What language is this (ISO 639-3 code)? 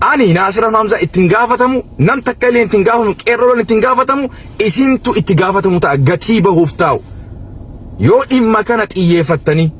orm